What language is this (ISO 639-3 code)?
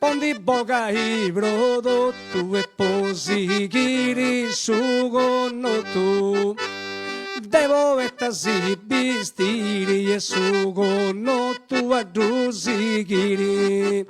srd